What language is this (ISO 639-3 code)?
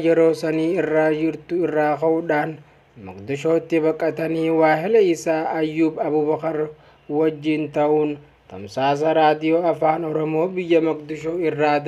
orm